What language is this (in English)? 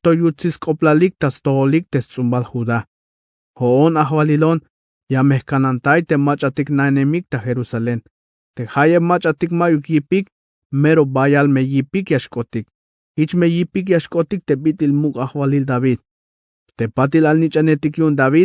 Tzeltal